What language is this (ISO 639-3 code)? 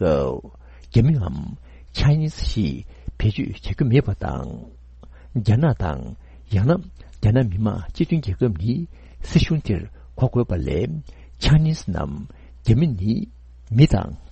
bod